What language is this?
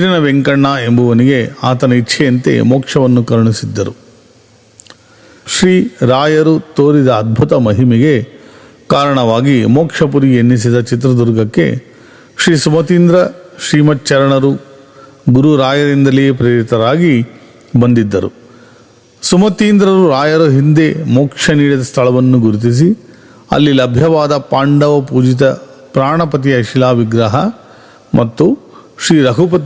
Kannada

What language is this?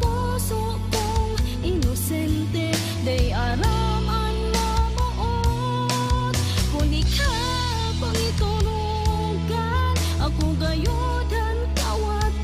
Bikol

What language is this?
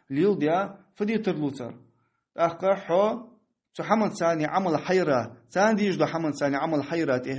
Ingush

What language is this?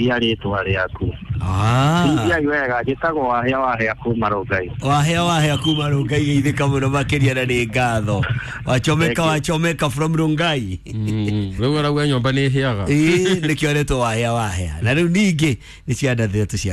Kikuyu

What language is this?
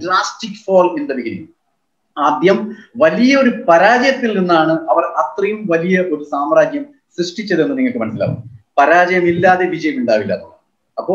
Malayalam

